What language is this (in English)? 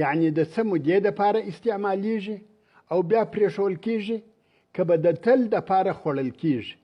Pashto